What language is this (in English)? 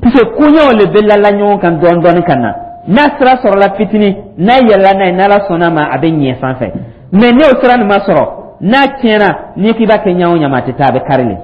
Dyula